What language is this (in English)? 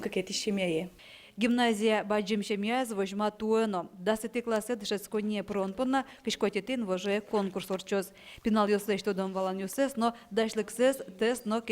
Udmurt